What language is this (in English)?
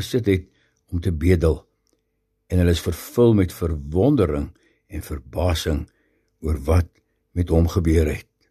Afrikaans